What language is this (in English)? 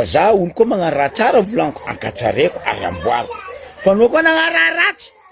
Malagasy